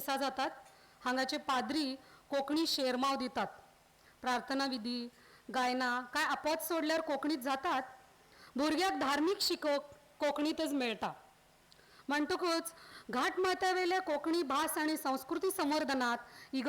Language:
Konkani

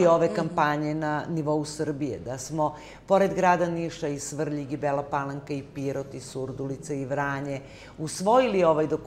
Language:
Serbian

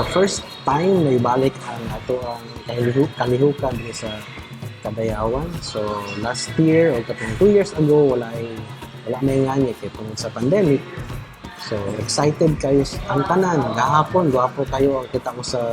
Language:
Cebuano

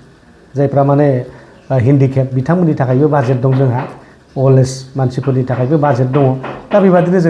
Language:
Bodo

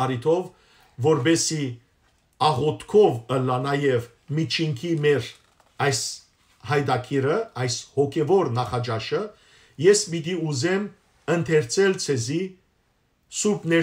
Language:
Western Armenian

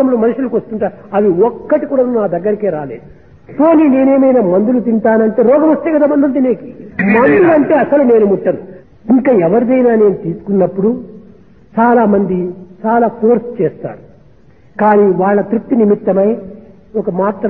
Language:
Telugu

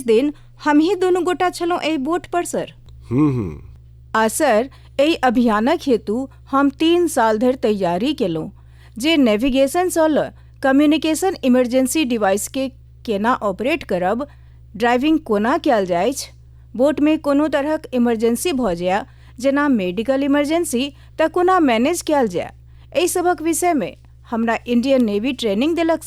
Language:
Maithili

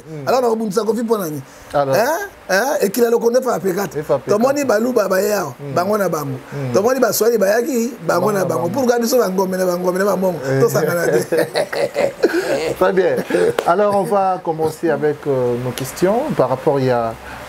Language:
Lingala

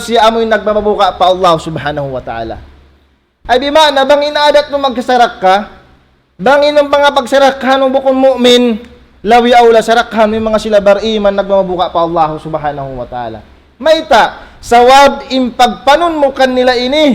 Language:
Tausug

